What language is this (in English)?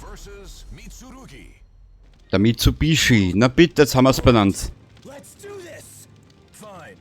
Bavarian